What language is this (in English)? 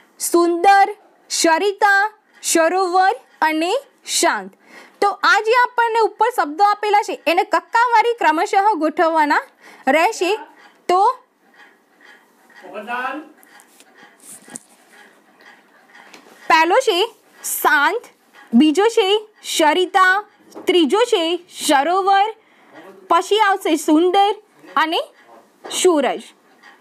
Gujarati